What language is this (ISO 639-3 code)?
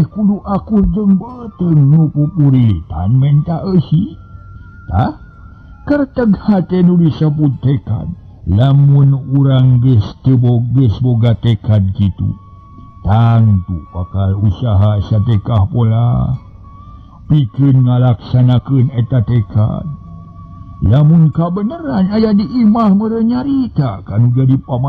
sun